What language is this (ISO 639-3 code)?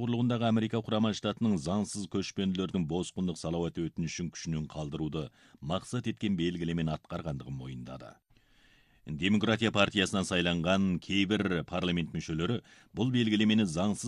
kaz